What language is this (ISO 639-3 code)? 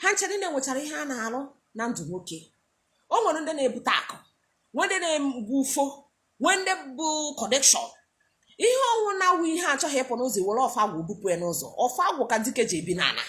ibo